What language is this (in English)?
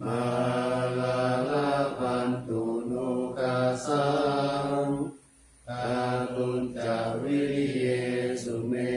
Pali